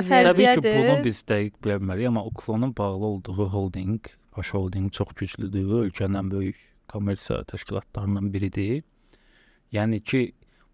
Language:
Azerbaijani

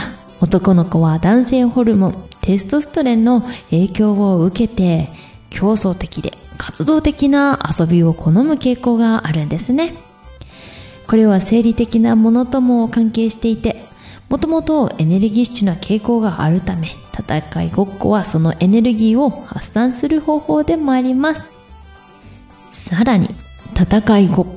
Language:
Japanese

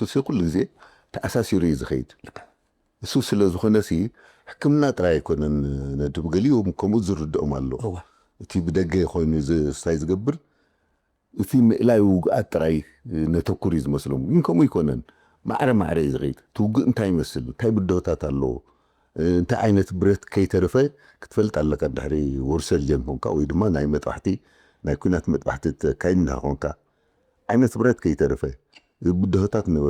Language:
Tigrinya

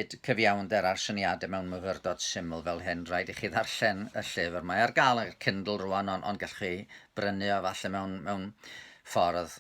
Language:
Welsh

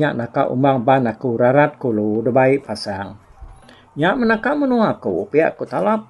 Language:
Iban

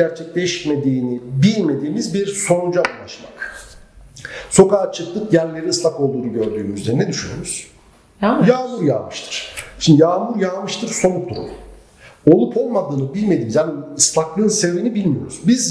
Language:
Turkish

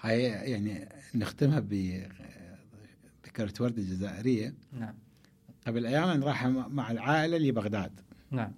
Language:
Mesopotamian Arabic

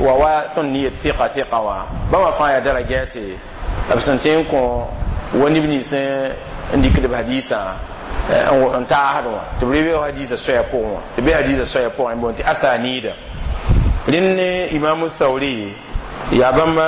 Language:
Mossi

